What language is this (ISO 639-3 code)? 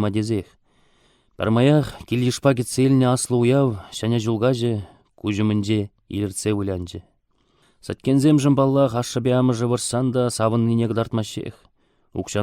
chv